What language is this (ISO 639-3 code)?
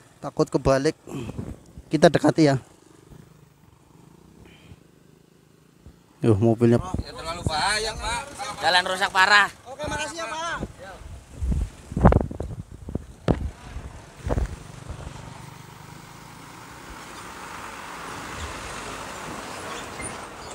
ind